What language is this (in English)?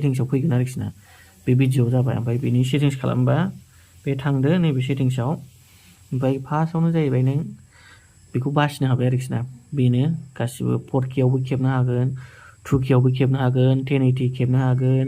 Bodo